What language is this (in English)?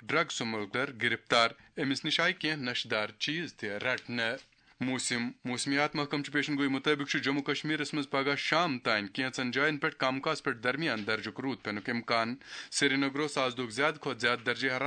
Kashmiri